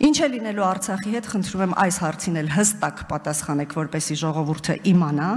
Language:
Armenian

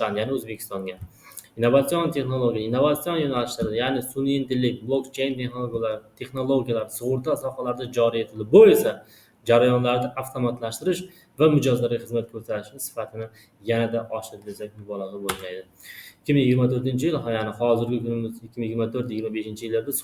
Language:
Uzbek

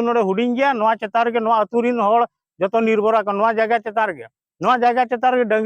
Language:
Santali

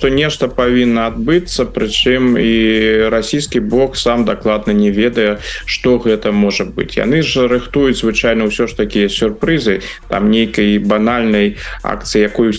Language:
Belarusian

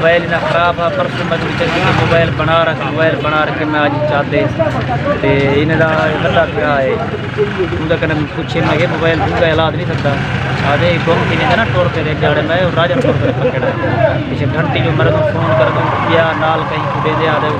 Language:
Saraiki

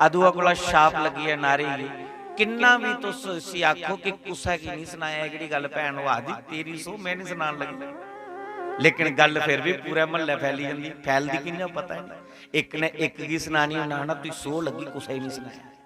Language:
Dogri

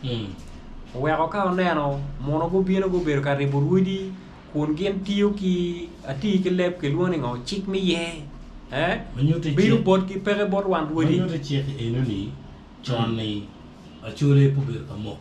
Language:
Acoli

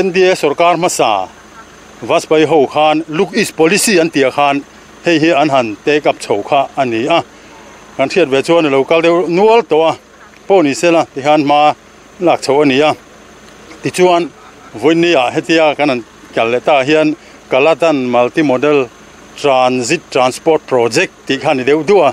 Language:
Mizo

